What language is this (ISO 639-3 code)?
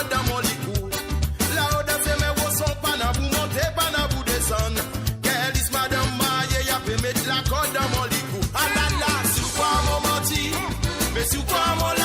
mfe